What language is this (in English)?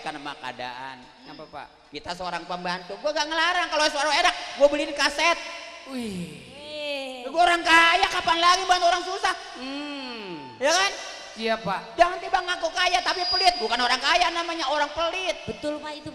Betawi